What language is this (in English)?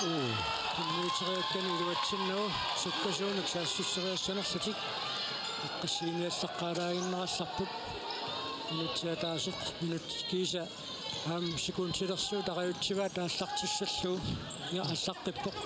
Kalaallisut